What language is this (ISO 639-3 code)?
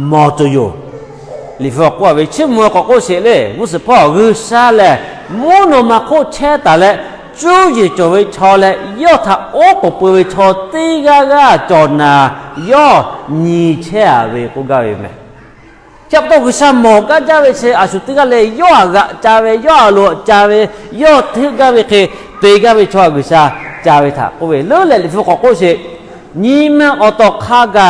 lhu